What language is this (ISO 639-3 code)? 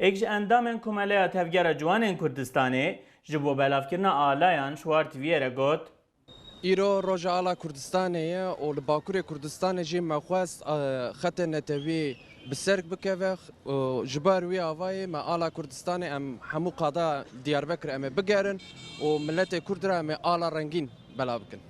kur